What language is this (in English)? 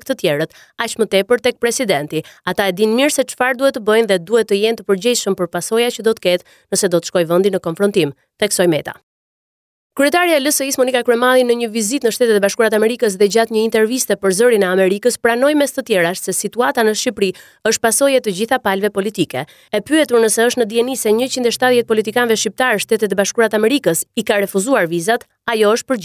Albanian